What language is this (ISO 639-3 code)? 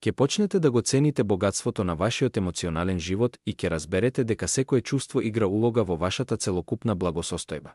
mkd